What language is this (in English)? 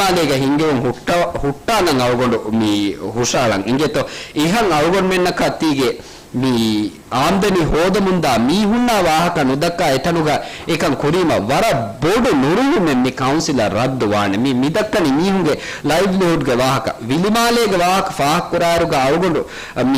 Divehi